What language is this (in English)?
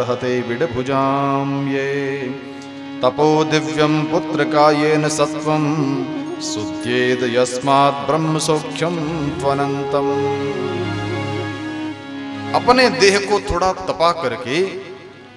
Hindi